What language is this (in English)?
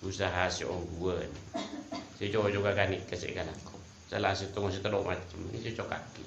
Madurese